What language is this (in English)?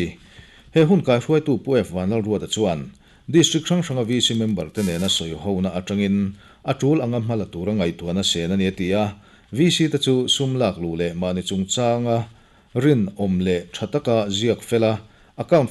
Mizo